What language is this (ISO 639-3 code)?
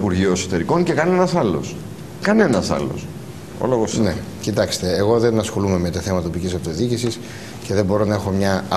ell